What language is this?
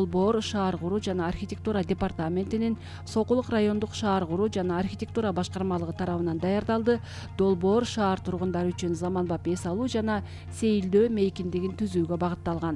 Kyrgyz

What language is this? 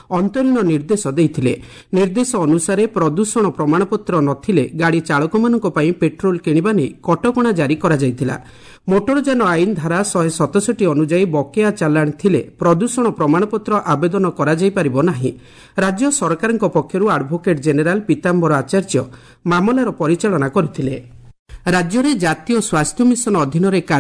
Odia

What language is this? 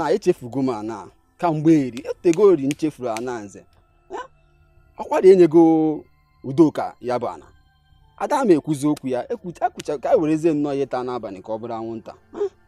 Igbo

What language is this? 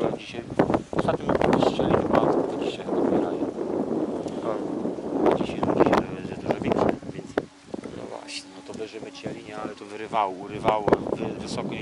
Polish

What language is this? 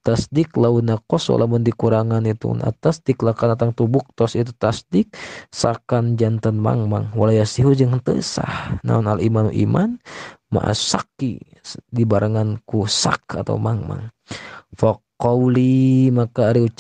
Sundanese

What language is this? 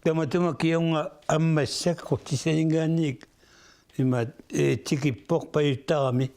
Kalaallisut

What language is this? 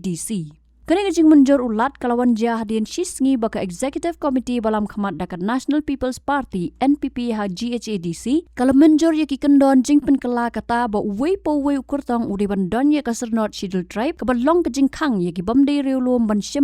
Khasi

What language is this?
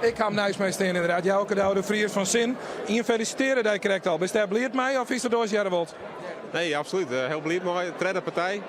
Western Frisian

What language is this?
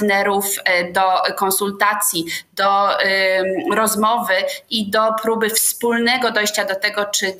Polish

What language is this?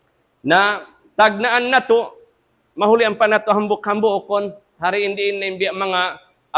Tausug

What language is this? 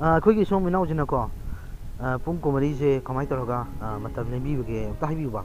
Manipuri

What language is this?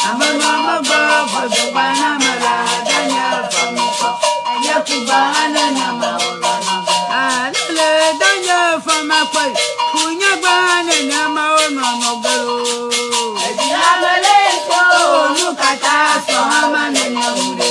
Ewe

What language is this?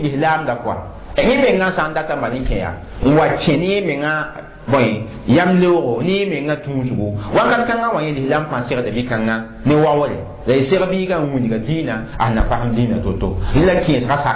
Mossi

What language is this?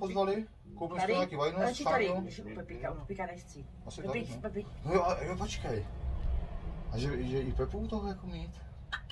Czech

